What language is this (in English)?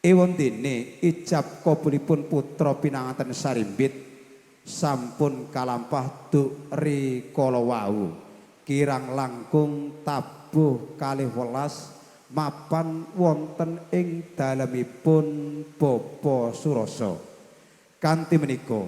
Javanese